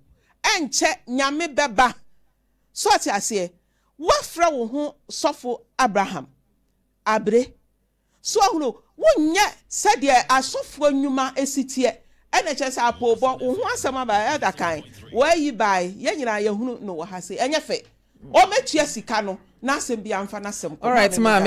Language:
Akan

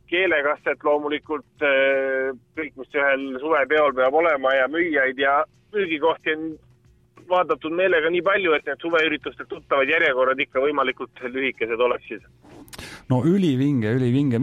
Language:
Estonian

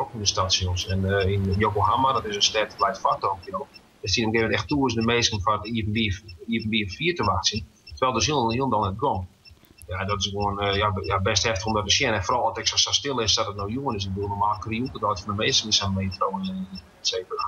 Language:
Western Frisian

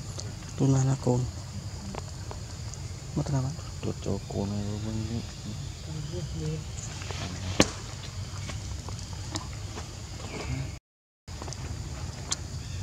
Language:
Vietnamese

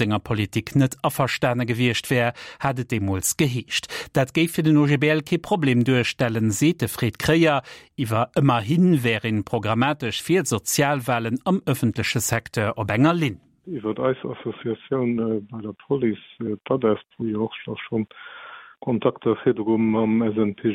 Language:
Luxembourgish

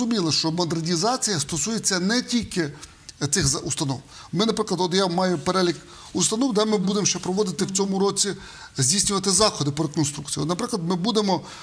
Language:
Ukrainian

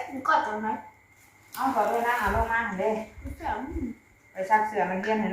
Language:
Northeastern Thai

